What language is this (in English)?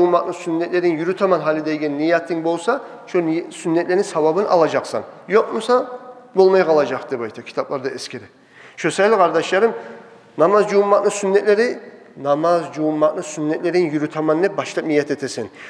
Kumyk